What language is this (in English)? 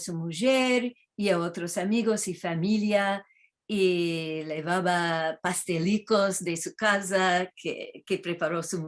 Ladino